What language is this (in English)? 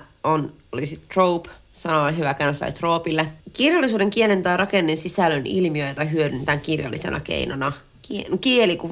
Finnish